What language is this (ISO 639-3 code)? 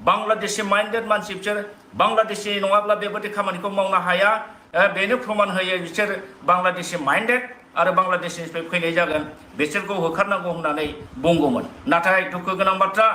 brx